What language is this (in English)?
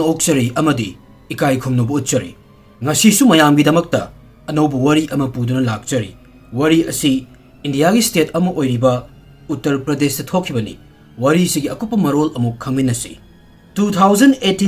Manipuri